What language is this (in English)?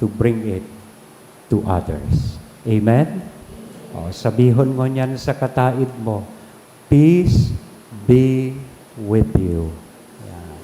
Bikol